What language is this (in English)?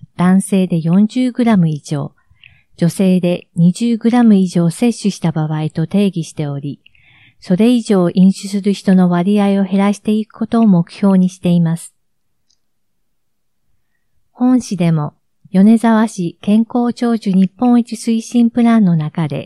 Japanese